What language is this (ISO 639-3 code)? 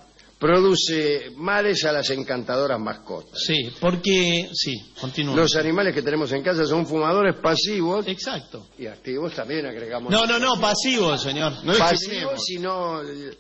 spa